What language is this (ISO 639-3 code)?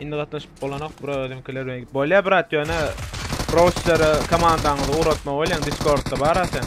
tuk